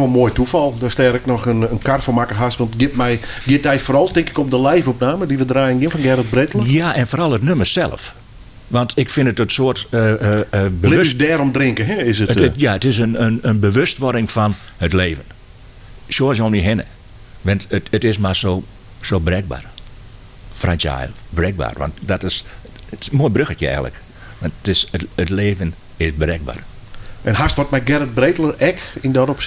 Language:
Western Frisian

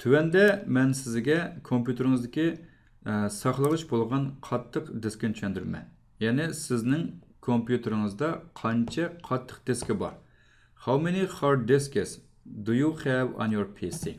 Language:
Uyghur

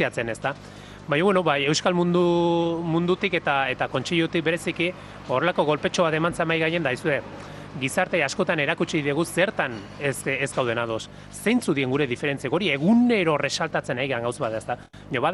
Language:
Basque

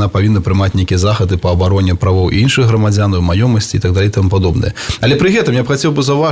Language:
Belarusian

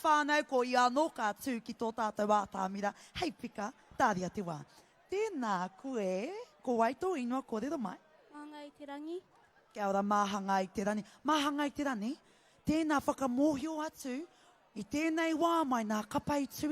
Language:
Māori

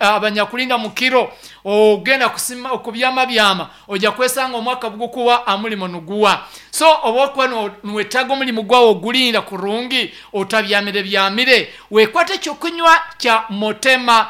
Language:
Nyankole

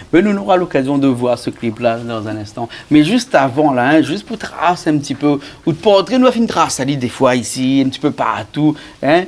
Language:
Réunion Creole French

